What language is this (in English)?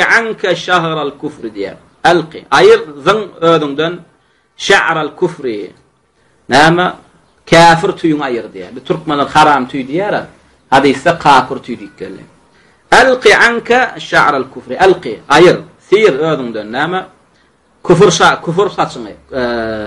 Turkmen